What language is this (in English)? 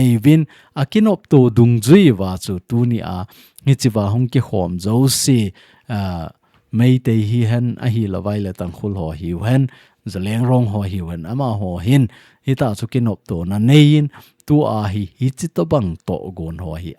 Thado Chin